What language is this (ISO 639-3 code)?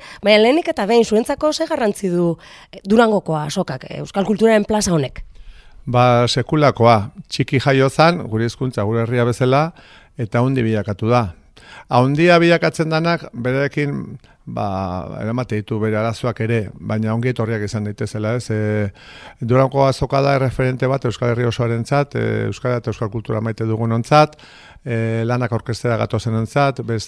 eus